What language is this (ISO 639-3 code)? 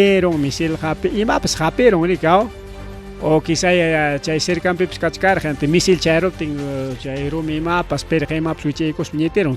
quy